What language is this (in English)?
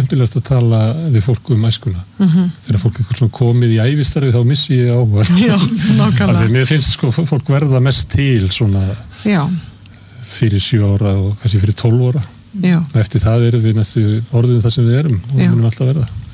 Icelandic